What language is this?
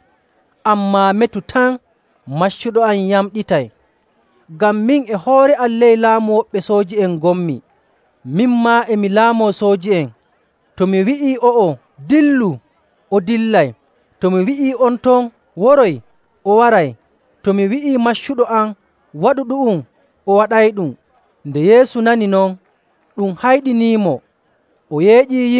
Nigerian Fulfulde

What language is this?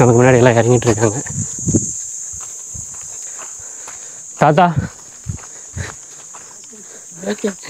Tamil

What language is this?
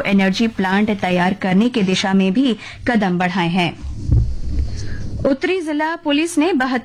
Hindi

